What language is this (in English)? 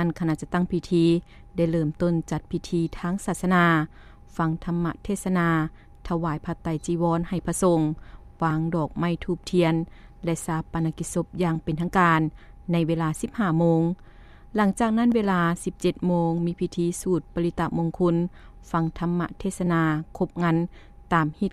Lao